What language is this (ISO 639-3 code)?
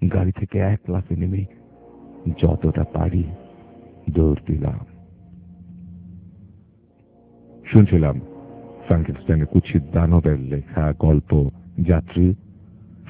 ben